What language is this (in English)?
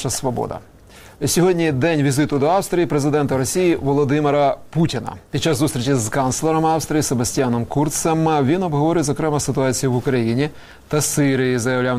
Ukrainian